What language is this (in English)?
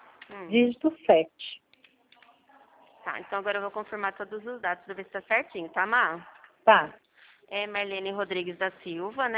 Portuguese